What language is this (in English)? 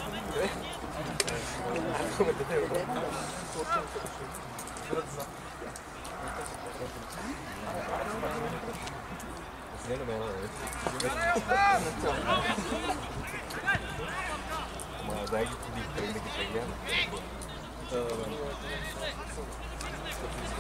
Bulgarian